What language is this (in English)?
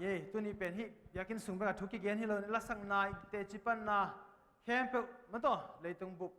Tedim Chin